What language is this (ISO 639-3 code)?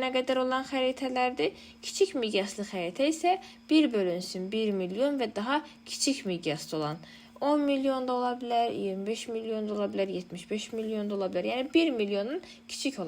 aze